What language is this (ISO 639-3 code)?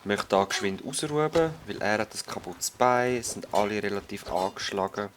gsw